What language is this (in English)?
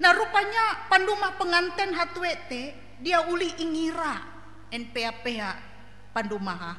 Ngaju